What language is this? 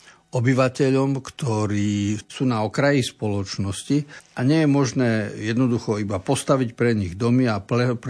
Slovak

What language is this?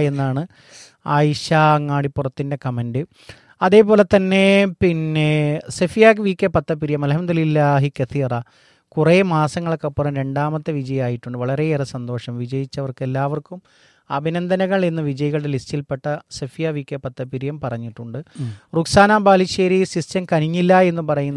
Malayalam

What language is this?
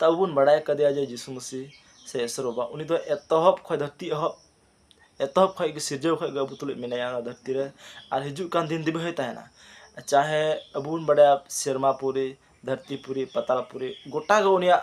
Santali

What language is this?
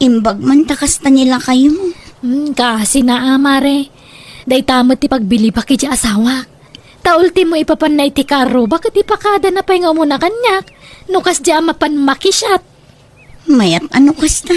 Iloko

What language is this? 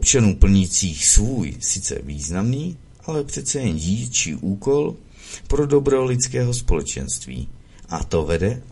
Czech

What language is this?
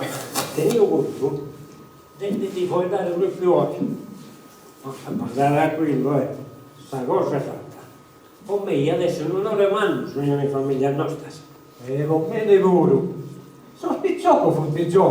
Sardinian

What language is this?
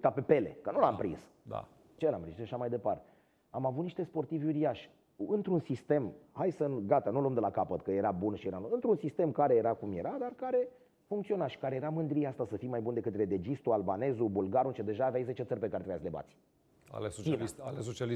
Romanian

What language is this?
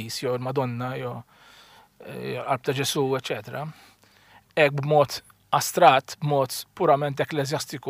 Maltese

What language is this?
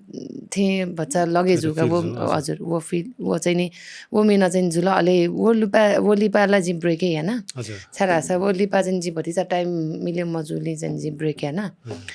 Newari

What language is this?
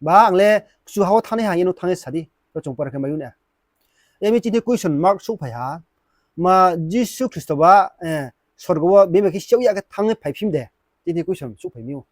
Riang (India)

